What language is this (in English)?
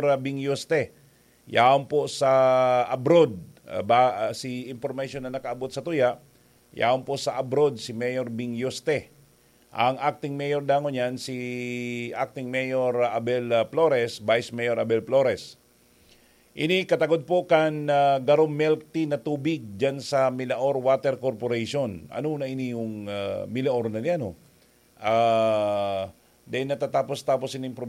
Bikol